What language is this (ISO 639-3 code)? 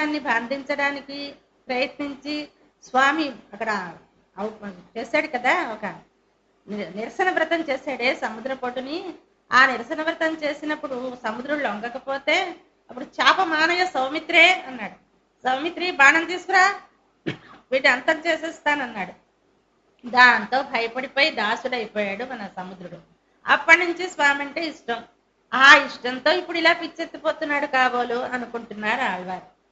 tel